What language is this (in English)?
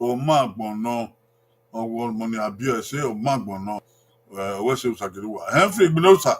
Bini